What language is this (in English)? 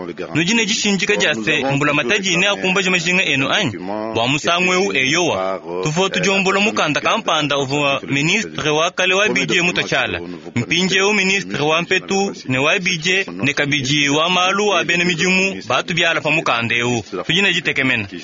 Luba-Lulua